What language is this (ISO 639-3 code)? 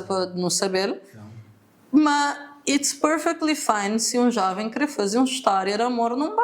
kea